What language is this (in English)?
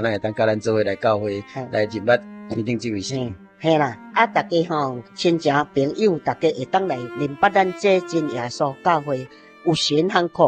Min Nan Chinese